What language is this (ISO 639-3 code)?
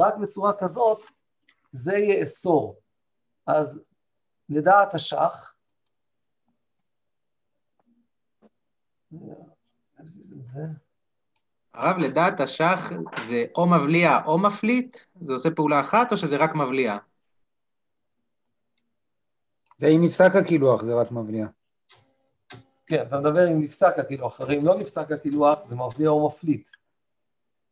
heb